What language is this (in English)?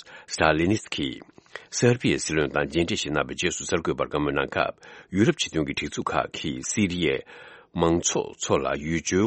Tibetan